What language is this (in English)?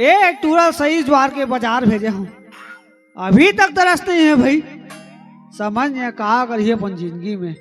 Chhattisgarhi